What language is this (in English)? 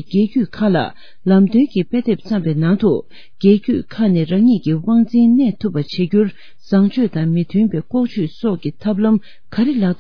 Tibetan